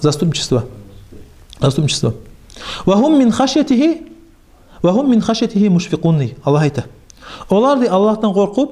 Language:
Kumyk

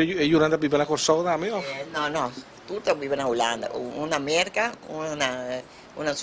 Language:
Papiamento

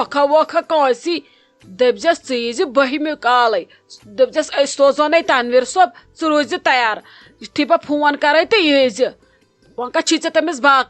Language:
Kashmiri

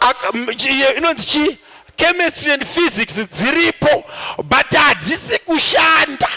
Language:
Shona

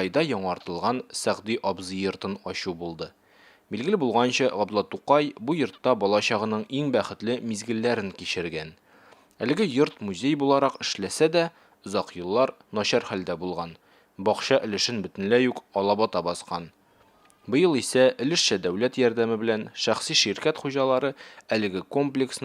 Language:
Tatar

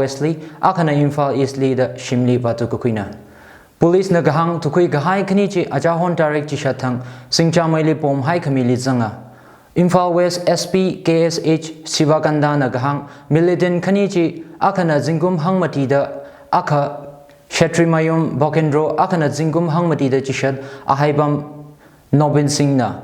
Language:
Tangkhul Naga (India)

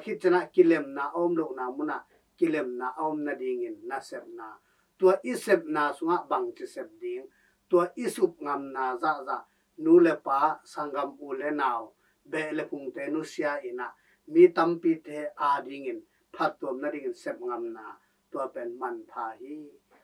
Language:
Tedim Chin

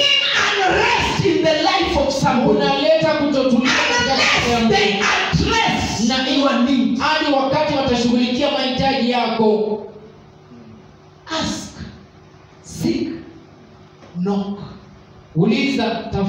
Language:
Swahili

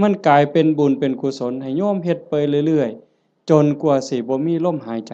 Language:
Lao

